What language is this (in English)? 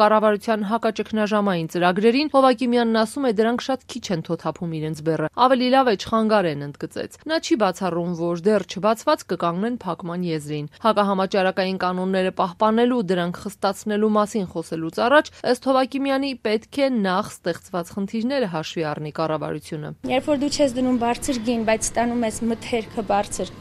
Armenian